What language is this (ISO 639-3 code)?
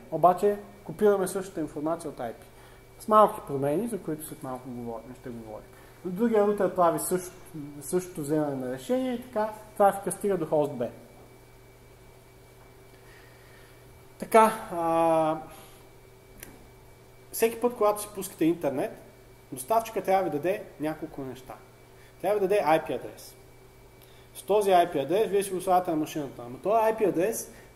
bul